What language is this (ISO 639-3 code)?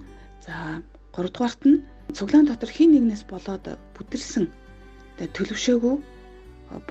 mon